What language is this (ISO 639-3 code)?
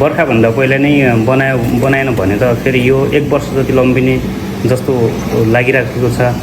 nep